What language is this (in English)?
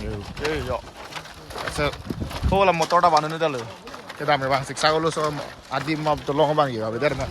Karbi